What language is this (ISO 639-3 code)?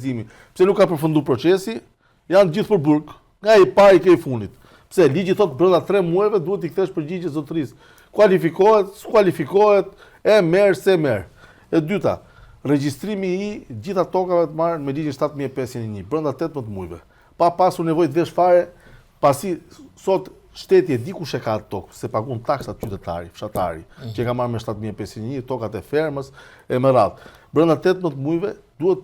sqi